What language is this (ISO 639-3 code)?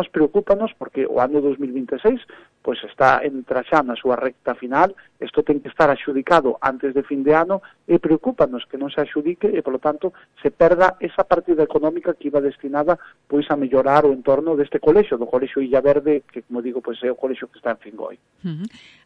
glg